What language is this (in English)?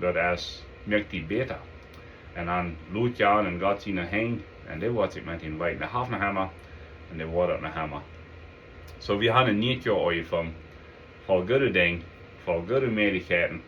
Plautdietsch